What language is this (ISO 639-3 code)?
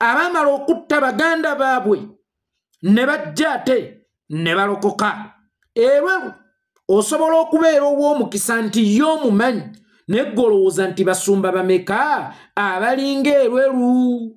lug